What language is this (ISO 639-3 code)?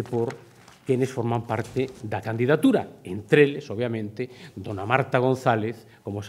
glg